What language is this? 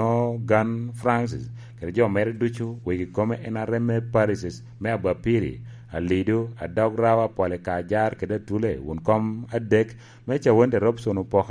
Lango (Uganda)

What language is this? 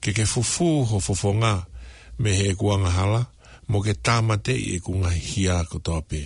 Tongan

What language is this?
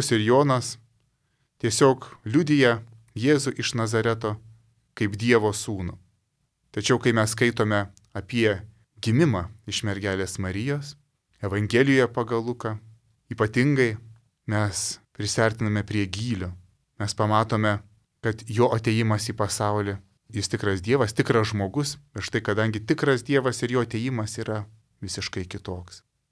Lithuanian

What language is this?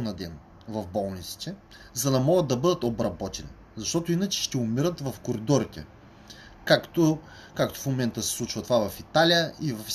Bulgarian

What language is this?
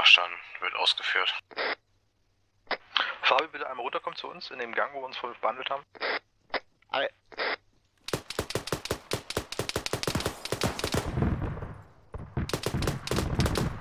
German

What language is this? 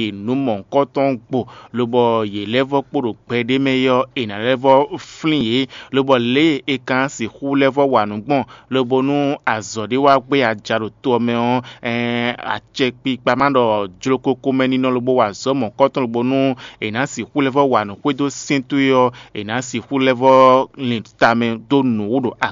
Fon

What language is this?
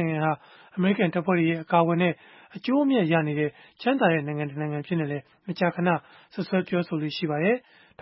Burmese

